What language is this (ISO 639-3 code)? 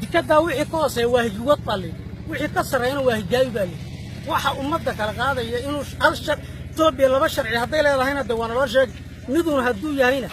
som